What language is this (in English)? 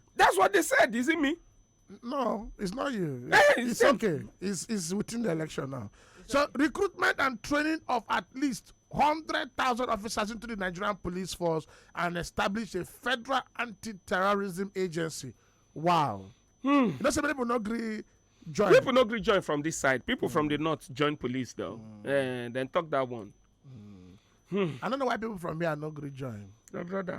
Nigerian Pidgin